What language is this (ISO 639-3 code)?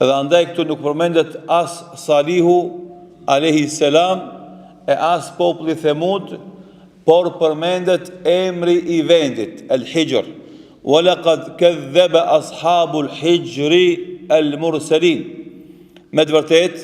sqi